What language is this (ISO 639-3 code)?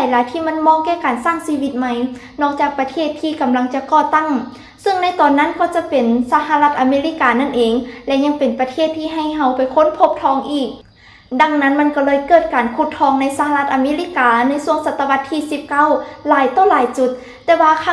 lao